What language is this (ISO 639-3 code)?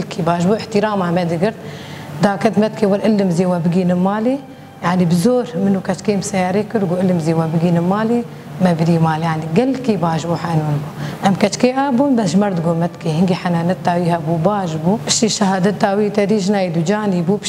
kur